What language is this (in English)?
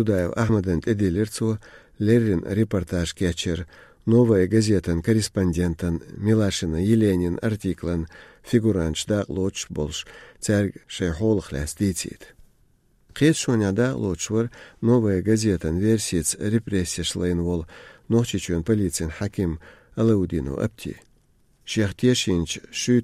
Chechen